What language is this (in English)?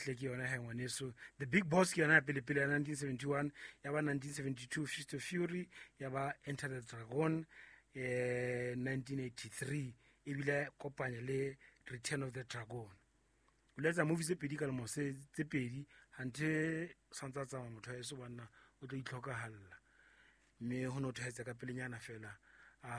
Southern Sotho